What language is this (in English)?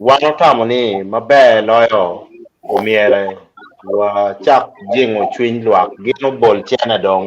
Acoli